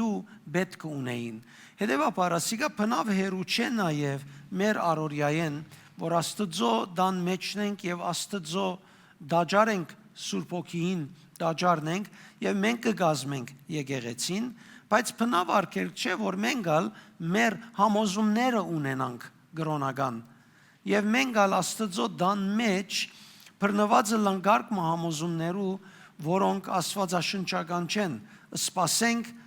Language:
Western Armenian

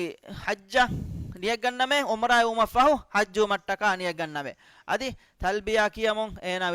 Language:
Divehi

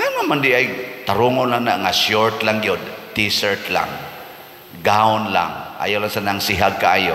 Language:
Cebuano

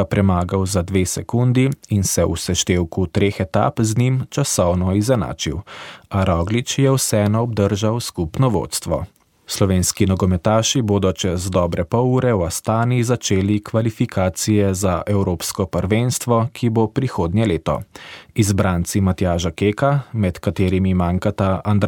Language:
Slovenian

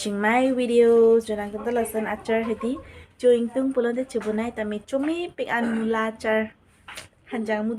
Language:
Karbi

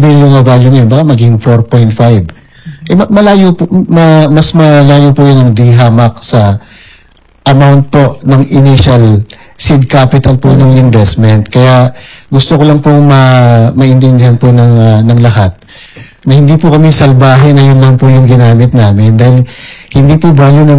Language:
Filipino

